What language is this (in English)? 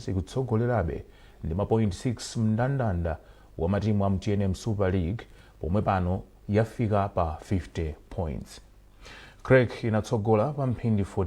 Nyanja